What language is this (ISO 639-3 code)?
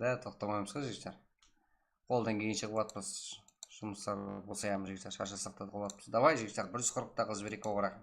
kaa